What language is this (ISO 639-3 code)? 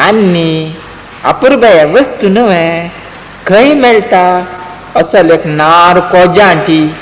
kok